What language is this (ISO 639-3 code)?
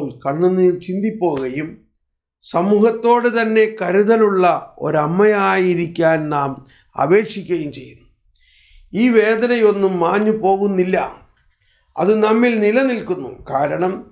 mal